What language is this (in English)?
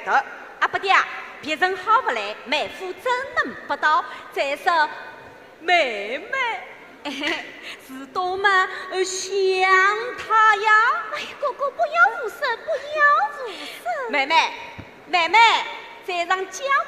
Chinese